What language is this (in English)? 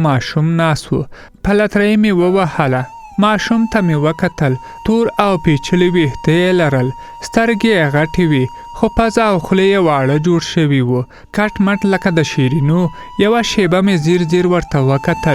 Pashto